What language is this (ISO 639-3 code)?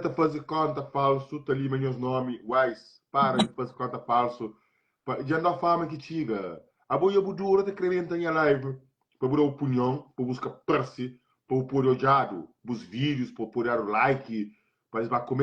kea